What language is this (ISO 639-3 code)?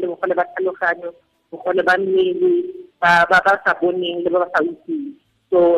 tsn